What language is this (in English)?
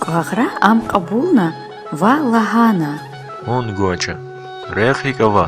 Lezghian